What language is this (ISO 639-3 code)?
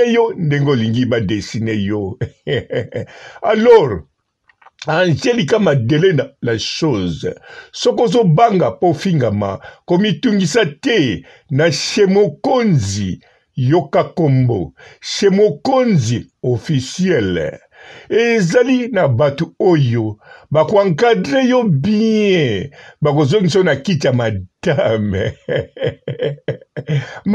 lin